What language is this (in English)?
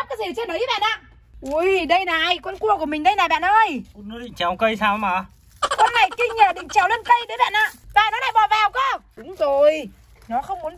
Vietnamese